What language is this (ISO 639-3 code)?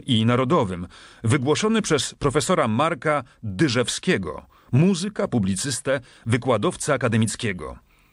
pol